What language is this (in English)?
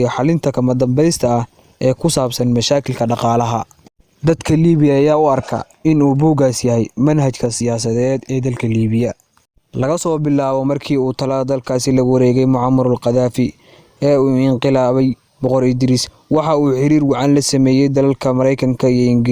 Somali